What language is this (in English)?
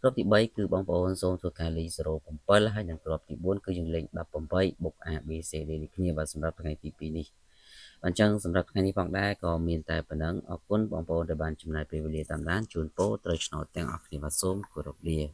Khmer